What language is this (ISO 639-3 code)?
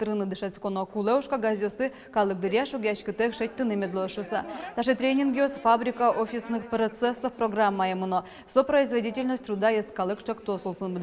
udm